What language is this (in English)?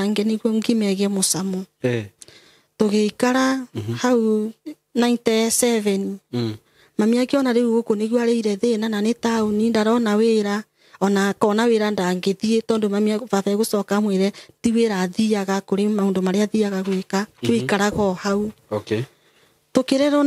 Kikuyu